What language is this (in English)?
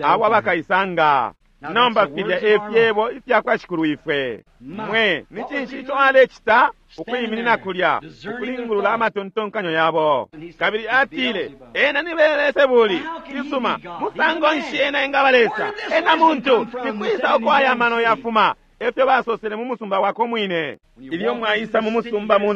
Bemba